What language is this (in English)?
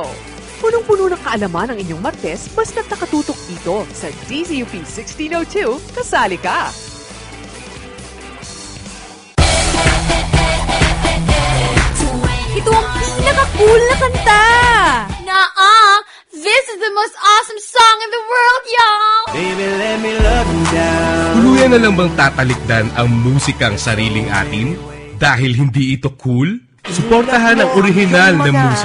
Filipino